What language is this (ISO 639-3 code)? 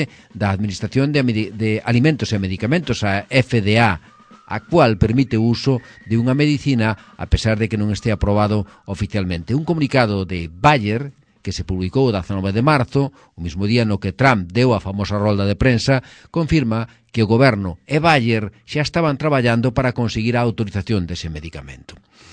glg